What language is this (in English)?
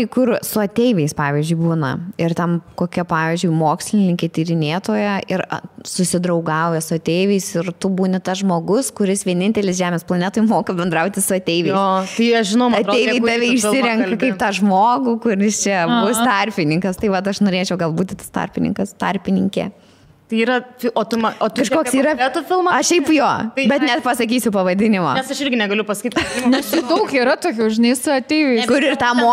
Lithuanian